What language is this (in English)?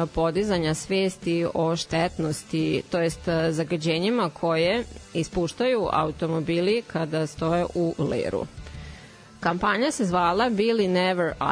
Serbian